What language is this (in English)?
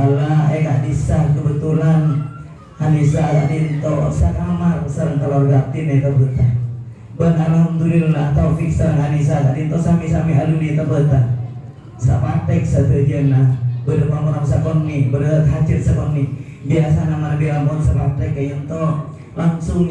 Madurese